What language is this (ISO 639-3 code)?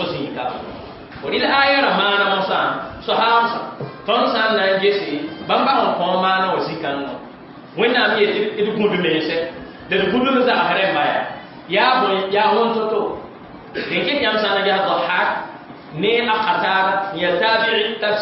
mos